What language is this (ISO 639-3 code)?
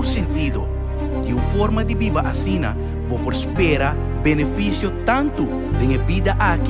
pap